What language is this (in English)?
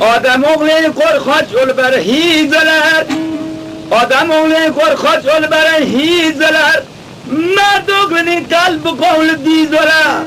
Khorasani Turkish